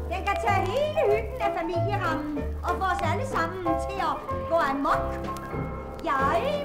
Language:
Danish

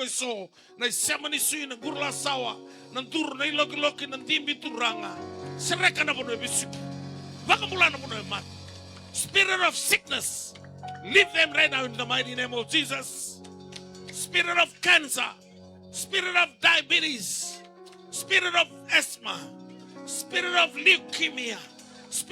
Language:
Fijian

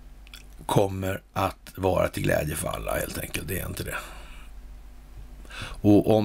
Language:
Swedish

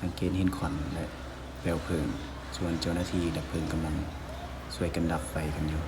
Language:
Lao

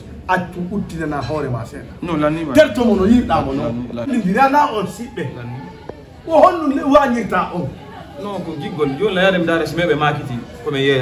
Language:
Fula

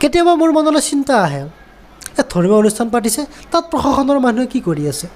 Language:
Assamese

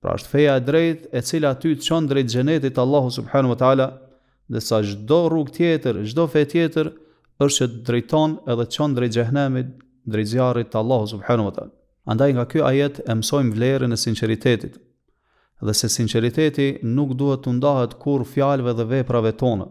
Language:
Albanian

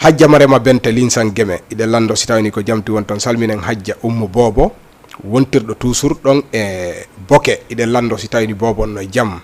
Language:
Fula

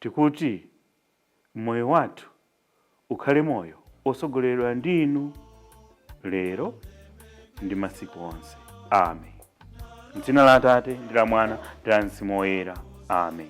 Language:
Nyanja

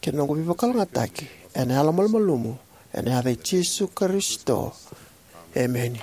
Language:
Fijian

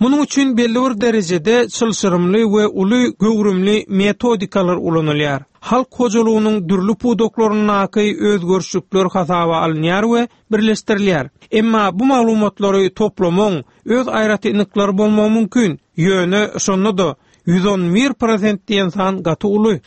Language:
Turkmen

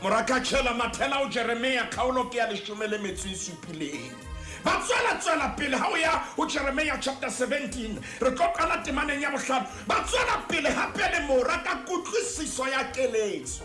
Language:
Southern Sotho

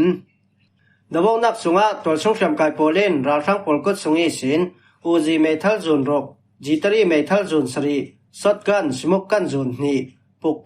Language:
Falam Chin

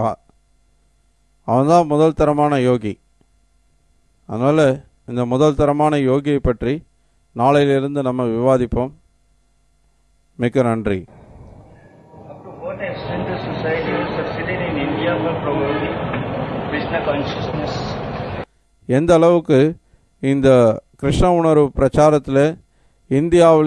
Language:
Tamil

